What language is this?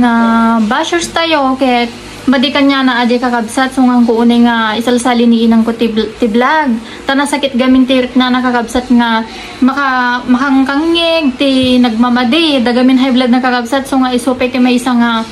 Iloko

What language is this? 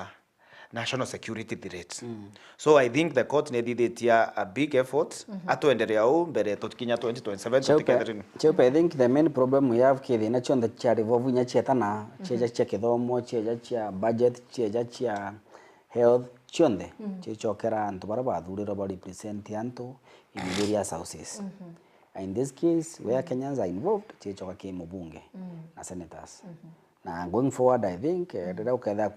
Meru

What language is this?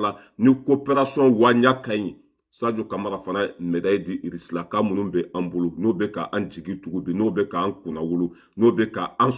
Bambara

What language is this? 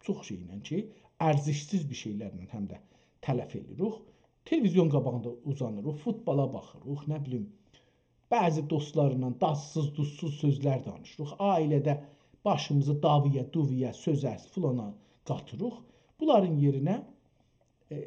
South Azerbaijani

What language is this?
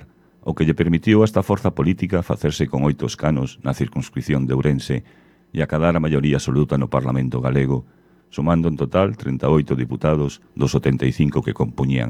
Galician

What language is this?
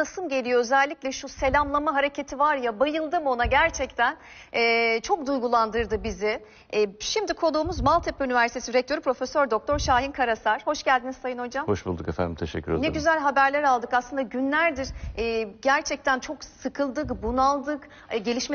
Turkish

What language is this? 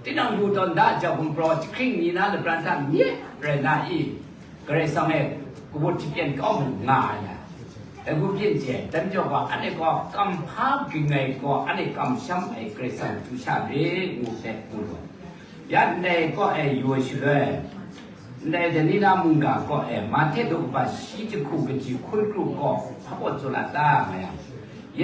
Kachin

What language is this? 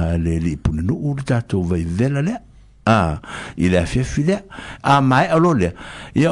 Samoan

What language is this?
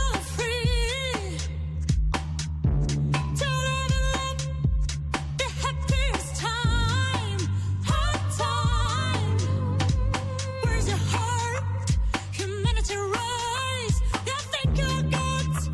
Ukrainian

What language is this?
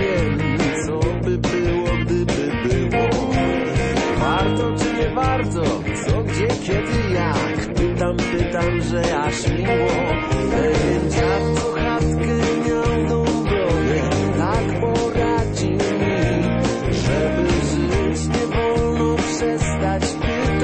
Polish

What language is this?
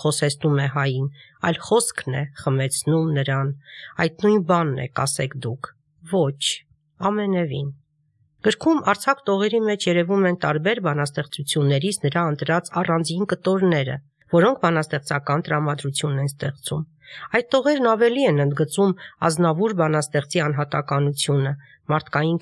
Armenian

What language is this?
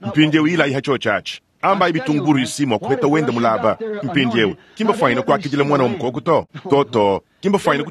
Luba-Lulua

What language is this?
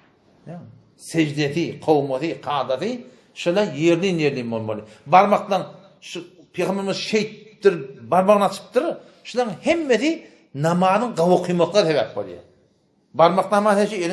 Turkmen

